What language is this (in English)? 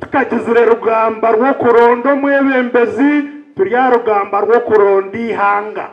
Nyankole